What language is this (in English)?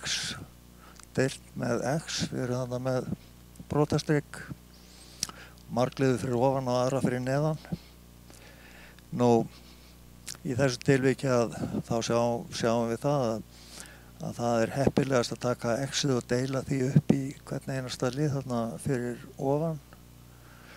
Icelandic